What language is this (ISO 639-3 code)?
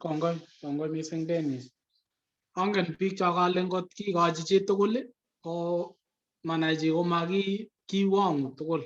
kln